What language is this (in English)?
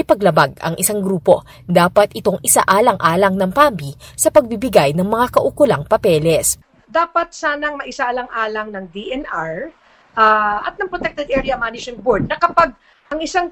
Filipino